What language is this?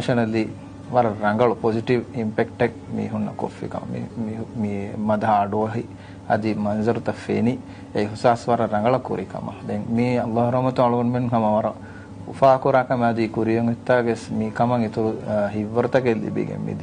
Divehi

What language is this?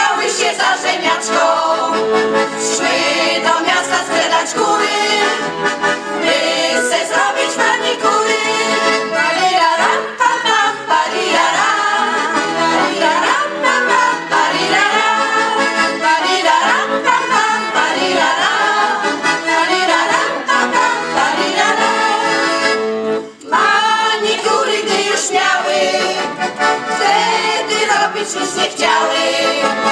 Polish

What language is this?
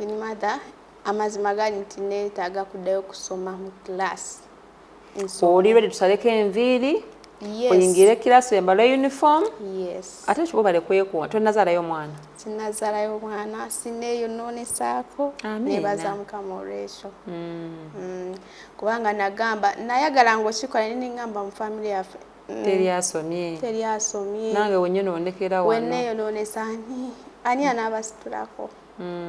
Ganda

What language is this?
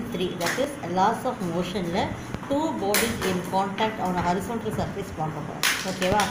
Tamil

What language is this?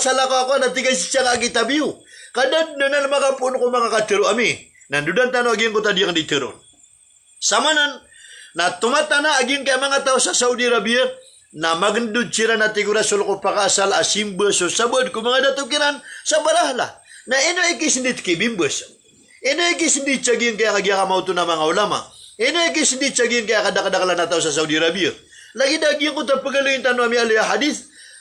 Maranao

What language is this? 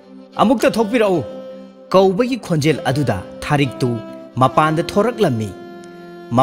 Manipuri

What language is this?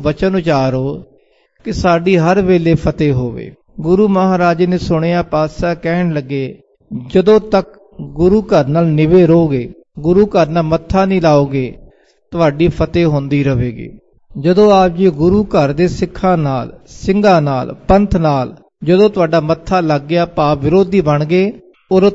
Punjabi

